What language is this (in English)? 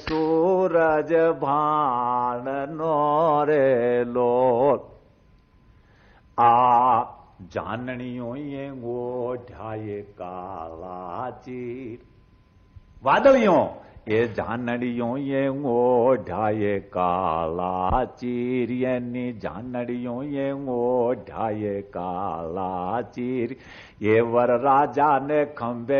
Gujarati